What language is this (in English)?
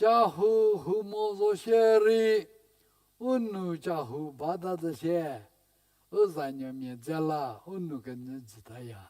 Angami Naga